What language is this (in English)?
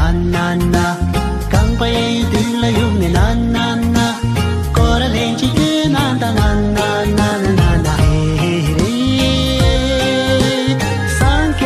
Bimoba